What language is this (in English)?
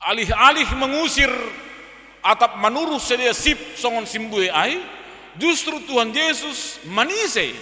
Batak Simalungun